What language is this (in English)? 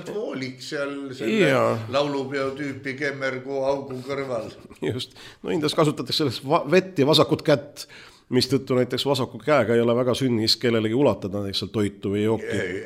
Estonian